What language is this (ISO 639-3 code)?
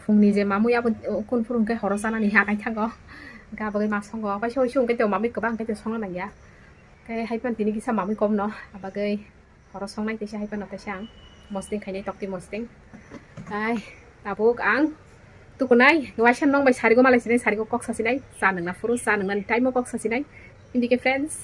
trp